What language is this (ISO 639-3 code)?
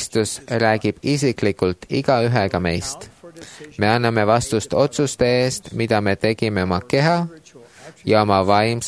est